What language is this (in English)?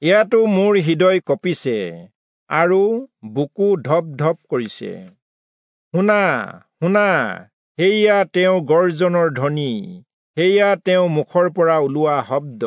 Assamese